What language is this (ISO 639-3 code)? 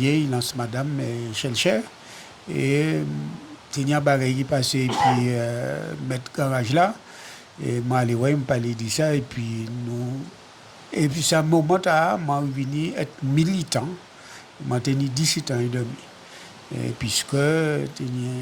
gcf